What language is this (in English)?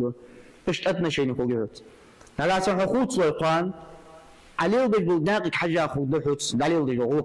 Ingush